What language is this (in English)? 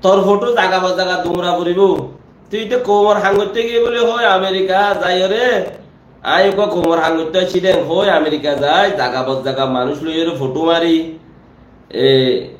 Rohingya